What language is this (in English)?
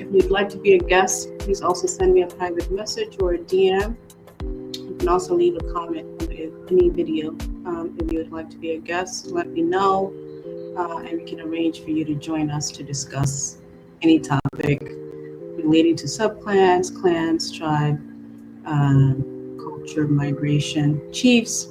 Acoli